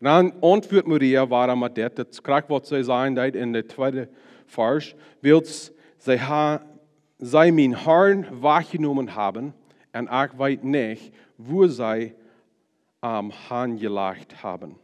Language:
Plautdietsch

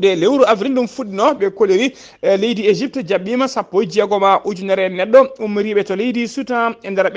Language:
Fula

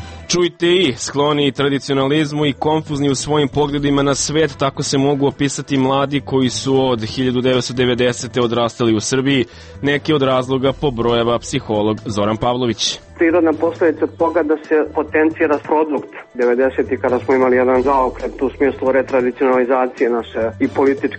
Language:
Serbian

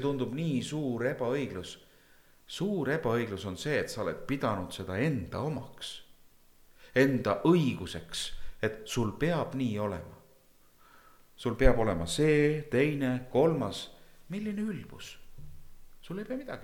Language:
Estonian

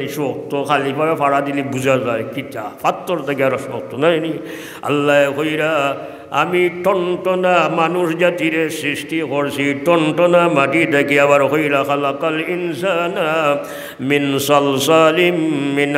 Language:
Sylheti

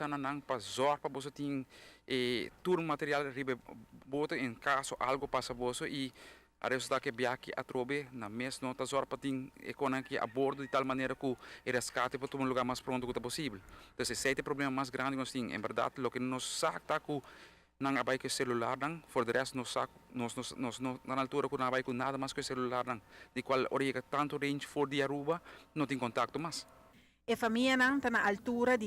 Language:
Papiamento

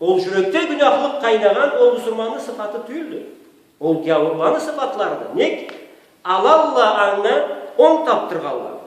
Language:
Karachay-Balkar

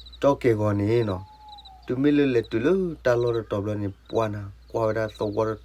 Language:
S'gaw Karen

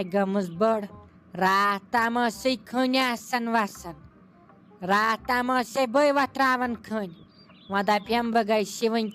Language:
Kashmiri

